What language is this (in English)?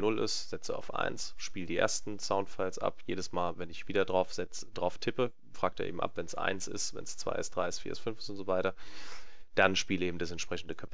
German